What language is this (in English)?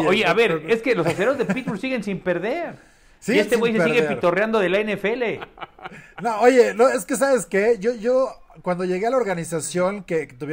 Spanish